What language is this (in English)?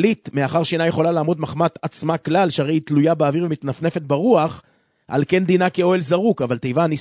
Hebrew